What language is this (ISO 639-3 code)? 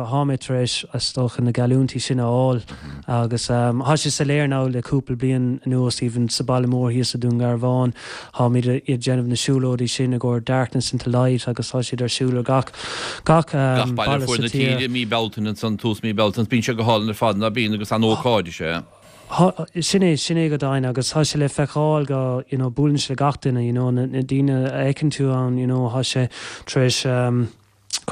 gle